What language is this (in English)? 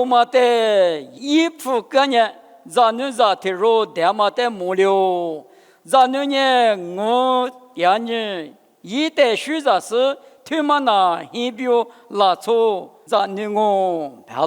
Lisu